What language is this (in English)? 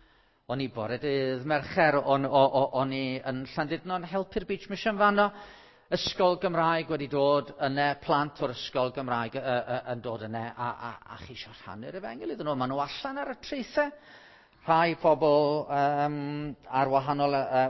Welsh